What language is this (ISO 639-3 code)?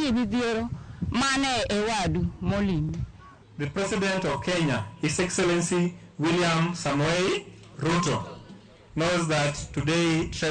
luo